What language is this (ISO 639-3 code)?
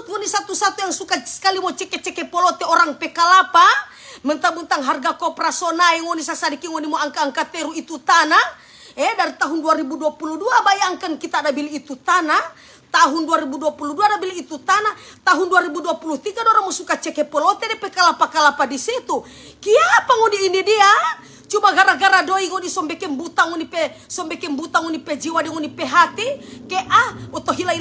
xmm